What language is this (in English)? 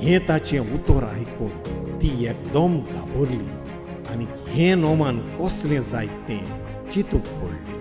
Konkani